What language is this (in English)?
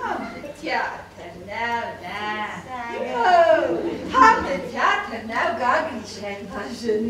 Ossetic